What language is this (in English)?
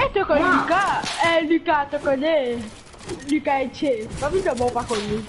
Morisyen